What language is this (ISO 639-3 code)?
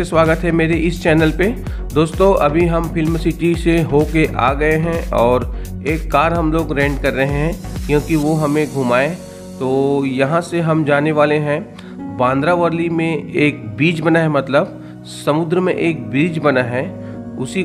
hin